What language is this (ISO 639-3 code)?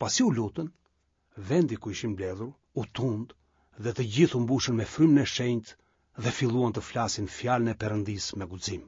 sqi